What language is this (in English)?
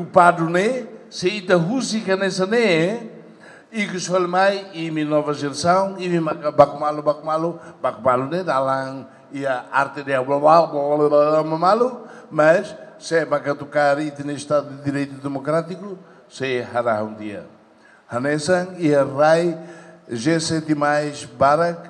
Tetum